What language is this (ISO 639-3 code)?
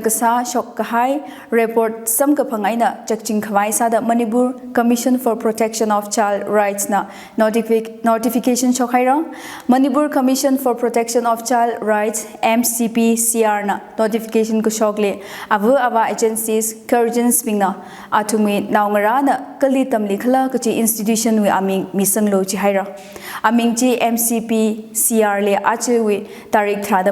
nmf